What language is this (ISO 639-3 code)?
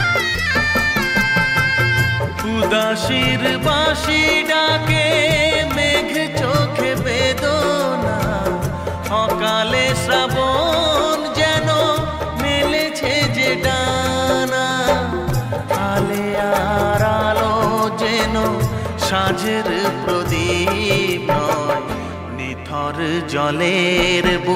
ben